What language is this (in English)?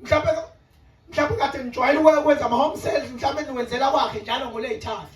Zulu